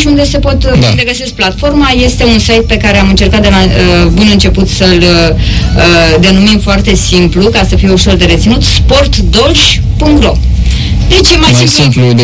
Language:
Romanian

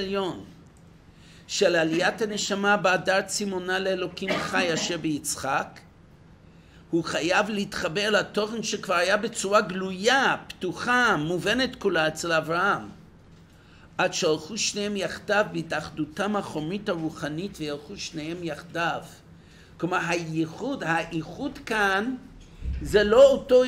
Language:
Hebrew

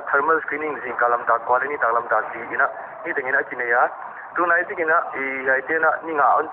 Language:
Paite Chin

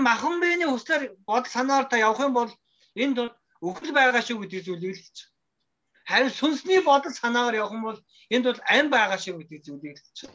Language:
Mongolian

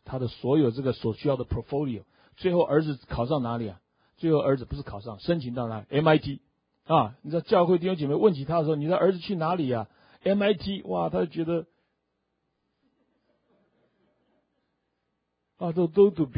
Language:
Chinese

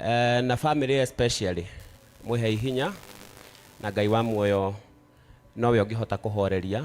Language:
Kikuyu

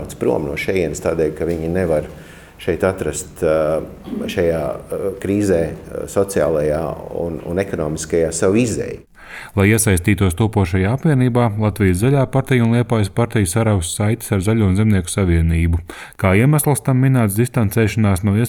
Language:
Latvian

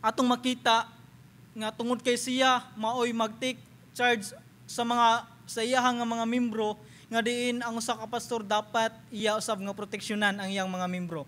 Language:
Cebuano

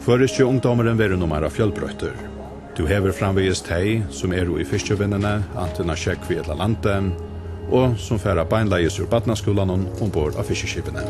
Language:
Faroese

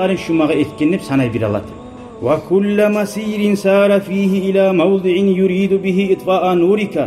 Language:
Kumyk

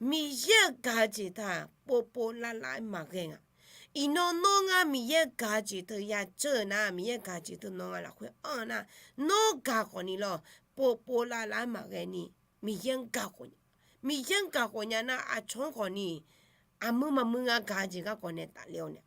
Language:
Akha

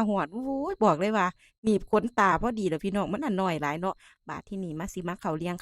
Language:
Northeastern Thai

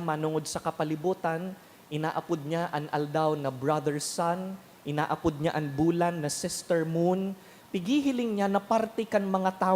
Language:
Bikol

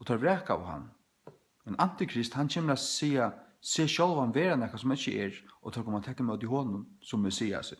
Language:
Faroese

